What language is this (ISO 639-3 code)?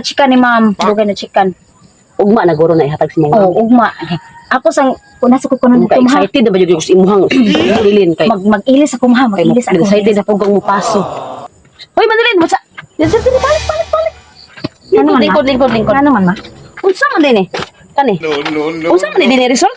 ceb